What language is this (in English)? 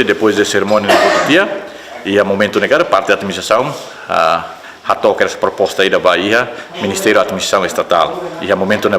Tetum